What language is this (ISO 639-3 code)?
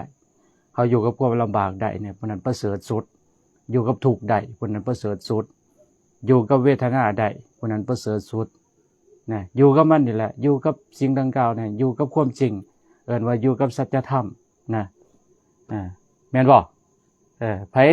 lao